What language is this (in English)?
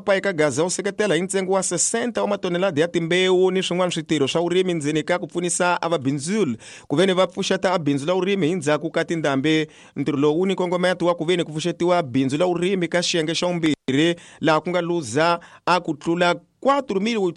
Tsonga